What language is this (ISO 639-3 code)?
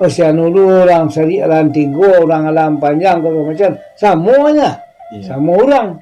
min